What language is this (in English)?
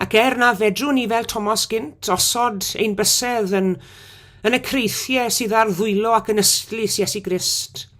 Welsh